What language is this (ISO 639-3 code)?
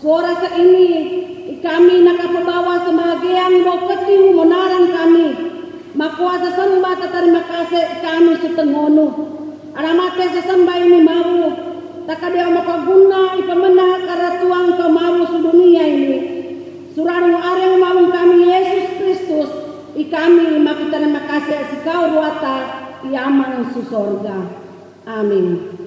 sxn